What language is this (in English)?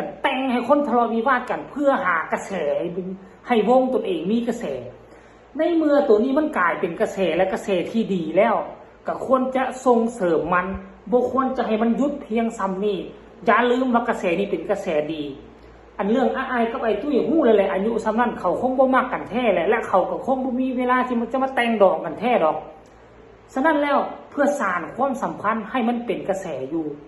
Northeastern Thai